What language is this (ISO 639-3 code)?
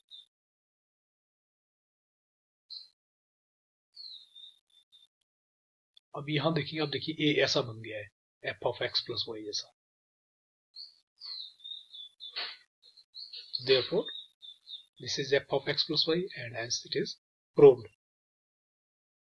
hin